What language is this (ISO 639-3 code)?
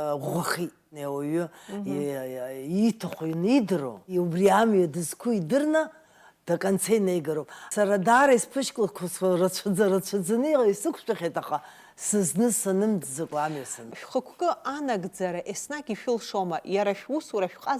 abk